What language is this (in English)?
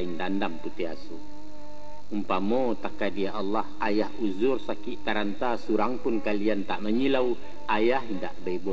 Minangkabau